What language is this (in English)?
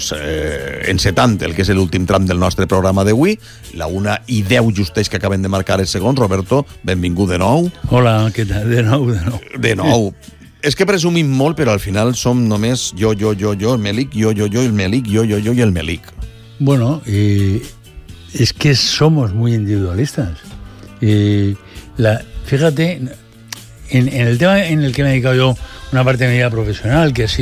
Catalan